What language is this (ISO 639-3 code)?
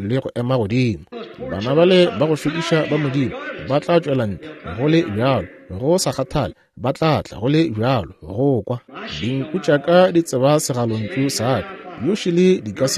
nso